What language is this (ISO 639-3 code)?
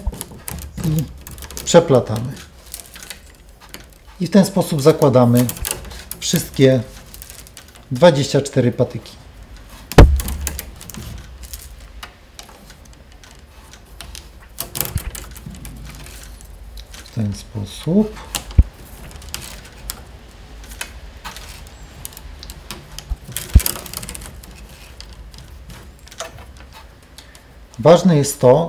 pol